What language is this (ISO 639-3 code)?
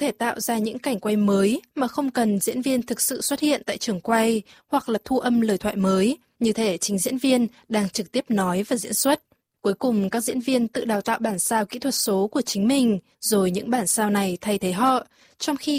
vie